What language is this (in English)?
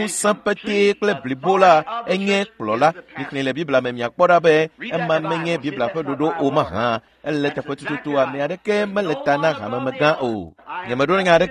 Ewe